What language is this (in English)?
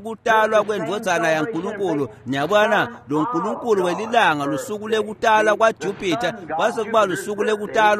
Swati